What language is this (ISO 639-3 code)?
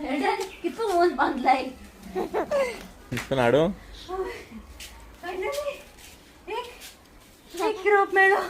kok